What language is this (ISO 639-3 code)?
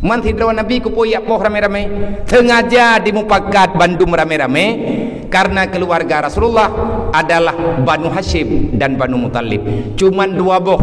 ace